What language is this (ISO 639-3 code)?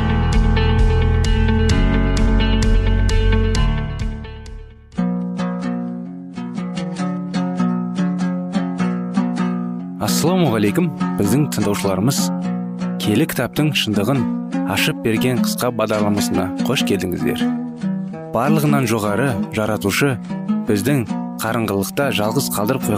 kaz